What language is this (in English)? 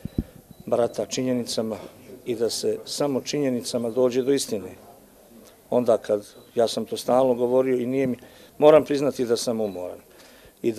Bosnian